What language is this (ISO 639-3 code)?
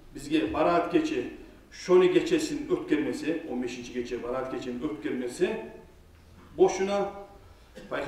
kum